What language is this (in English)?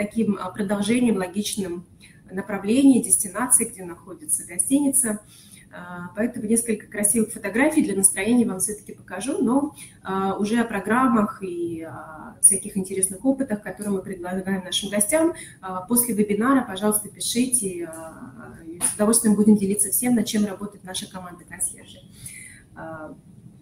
Russian